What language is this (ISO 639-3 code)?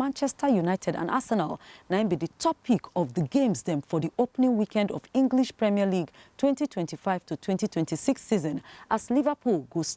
pcm